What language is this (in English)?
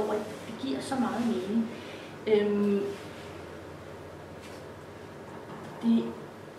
Danish